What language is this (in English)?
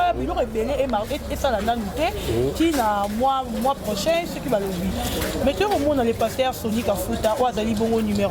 Lingala